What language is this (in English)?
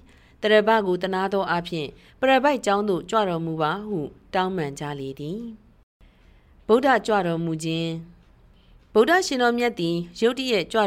Burmese